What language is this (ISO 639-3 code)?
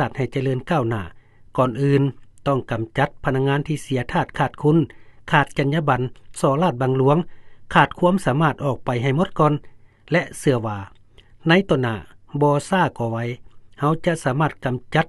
lao